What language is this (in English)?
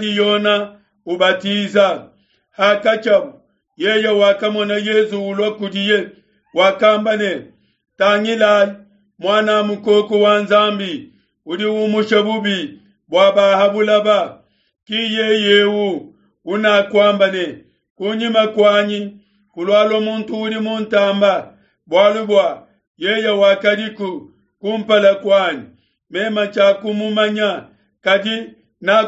Luba-Lulua